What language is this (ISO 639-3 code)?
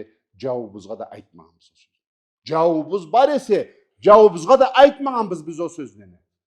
krc